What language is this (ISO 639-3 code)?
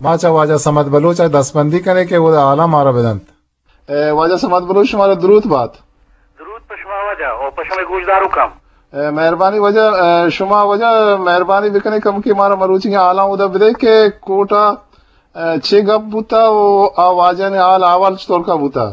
bgp